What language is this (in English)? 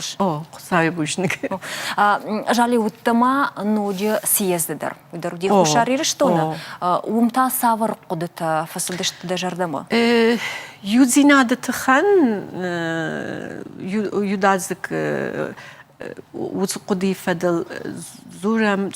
Ossetic